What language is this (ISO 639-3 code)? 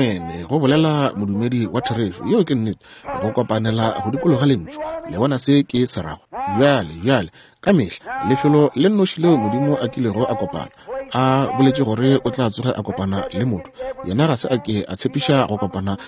nso